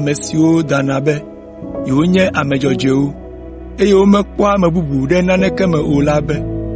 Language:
Ewe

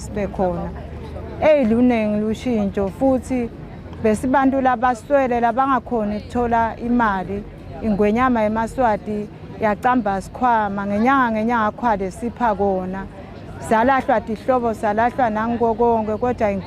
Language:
Swati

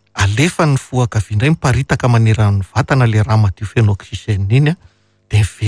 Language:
Malagasy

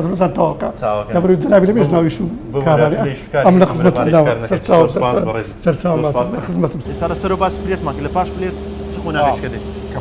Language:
Central Kurdish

